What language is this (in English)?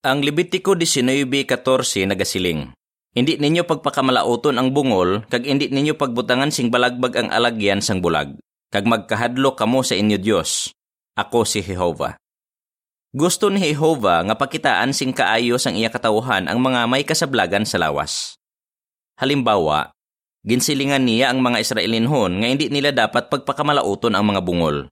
Hiligaynon